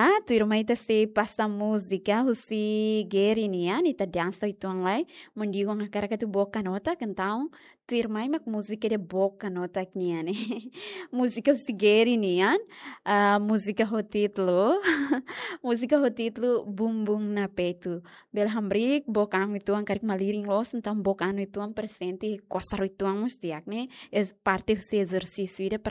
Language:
Tetum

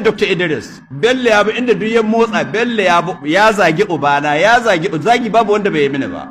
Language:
Hausa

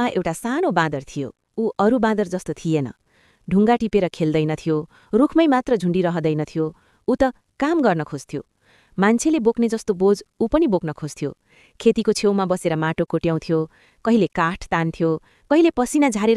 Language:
Nepali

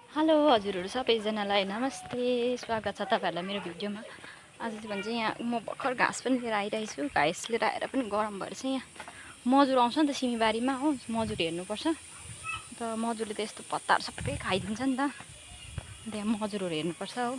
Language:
Nepali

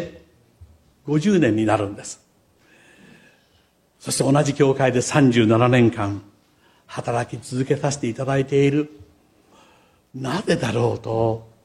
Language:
Japanese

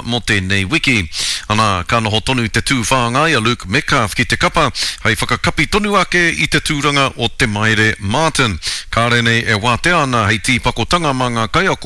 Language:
Māori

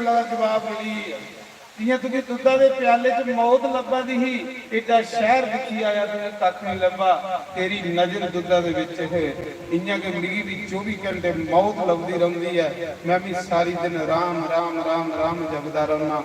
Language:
Dogri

